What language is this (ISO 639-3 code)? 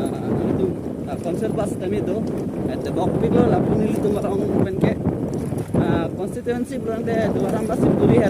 mjw